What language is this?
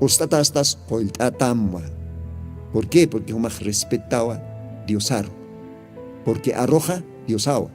Aymara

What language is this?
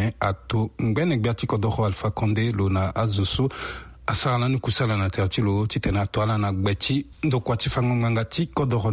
Sango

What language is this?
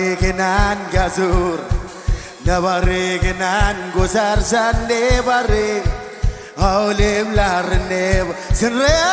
Marshallese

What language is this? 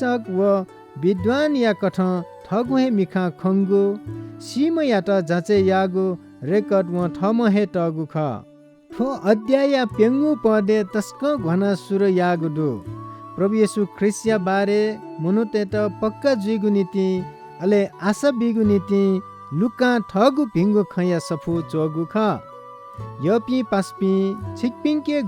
Newari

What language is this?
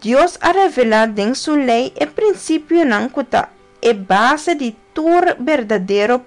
Papiamento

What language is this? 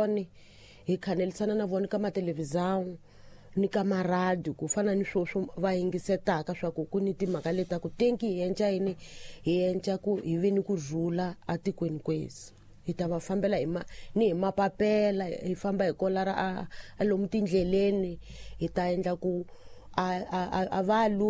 Tsonga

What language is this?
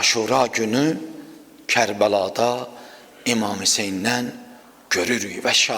Azerbaijani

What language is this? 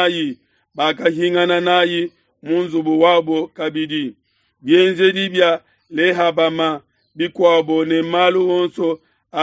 Luba-Lulua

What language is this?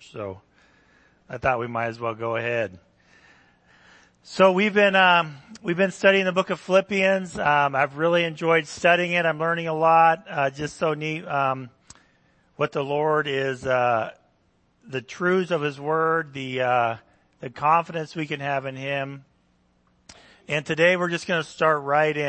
English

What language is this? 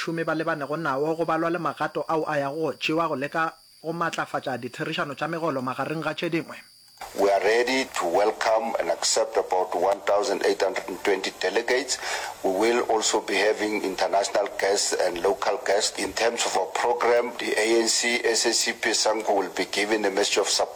Northern Sotho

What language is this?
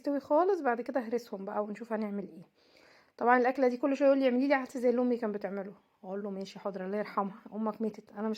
Egyptian Arabic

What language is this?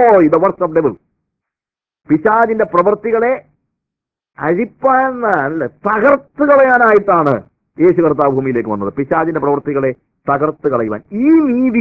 Malayalam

